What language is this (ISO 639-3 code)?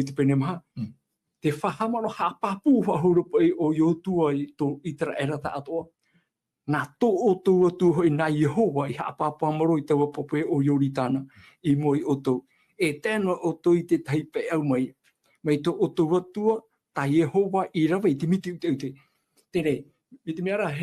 tah